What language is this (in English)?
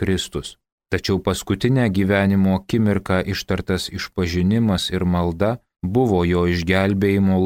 Lithuanian